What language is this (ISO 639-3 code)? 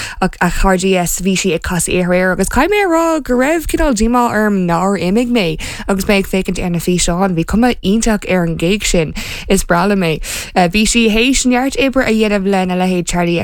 gle